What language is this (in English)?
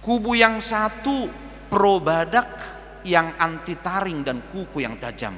Batak Toba